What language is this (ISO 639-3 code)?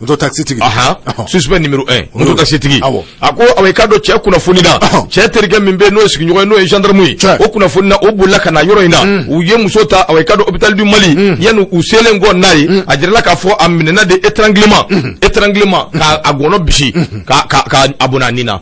bam